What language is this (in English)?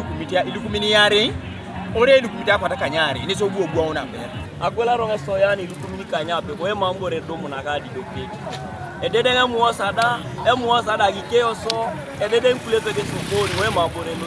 Teso